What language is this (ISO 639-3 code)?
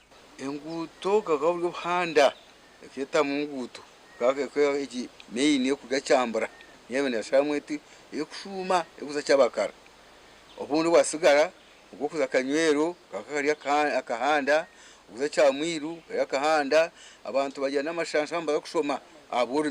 nyn